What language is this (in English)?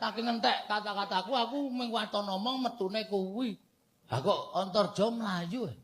Javanese